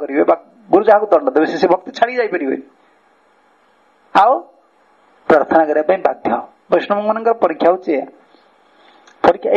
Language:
Odia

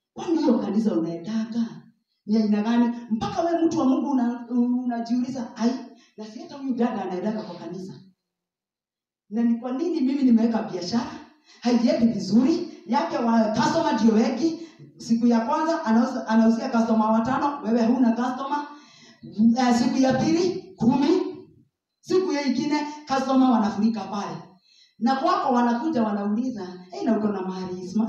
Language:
Swahili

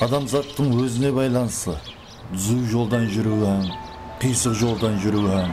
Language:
Kara-Kalpak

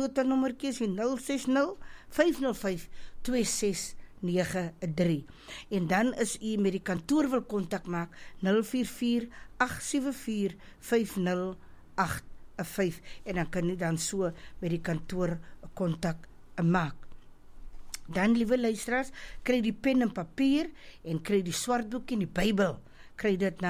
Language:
Afrikaans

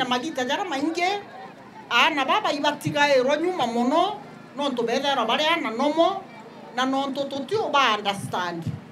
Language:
Meru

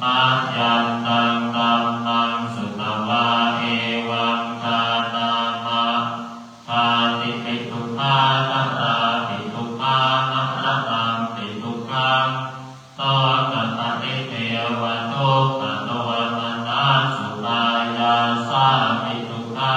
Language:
Pali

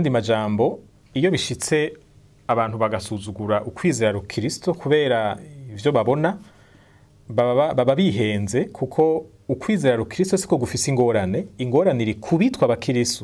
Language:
Rundi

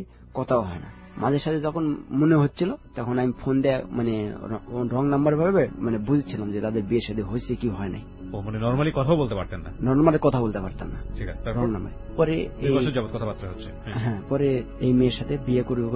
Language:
Bangla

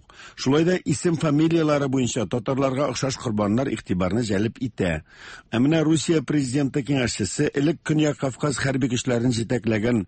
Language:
Tatar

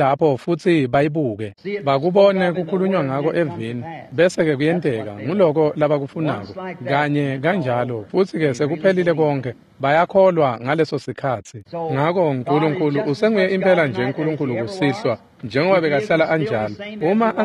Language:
Swati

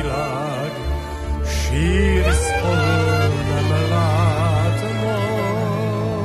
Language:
Hungarian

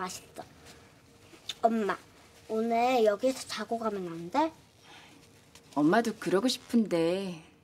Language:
Korean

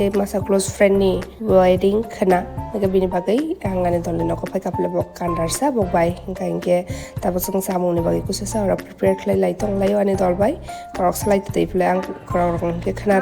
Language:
Kok Borok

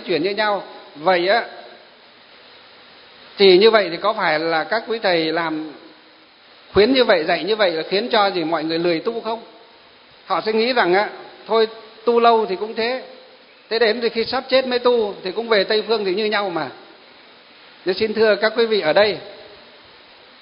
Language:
Vietnamese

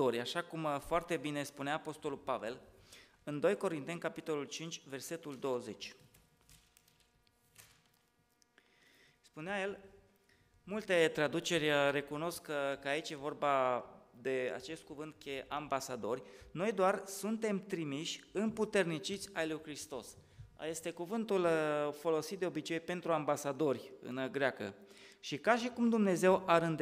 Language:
Romanian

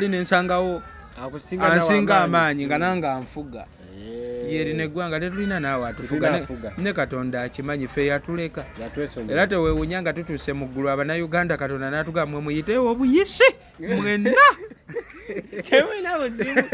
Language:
Ganda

